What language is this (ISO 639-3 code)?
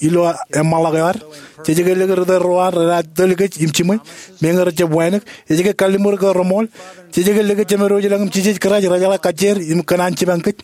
mah